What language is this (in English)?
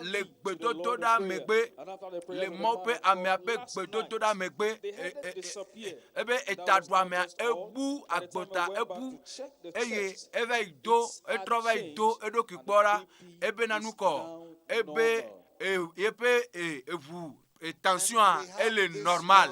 Ewe